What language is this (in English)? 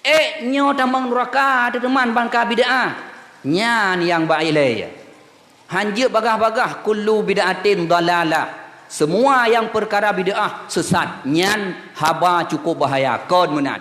Achinese